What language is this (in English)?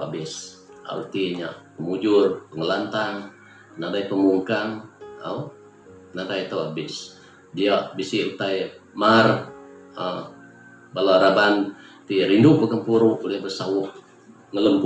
Iban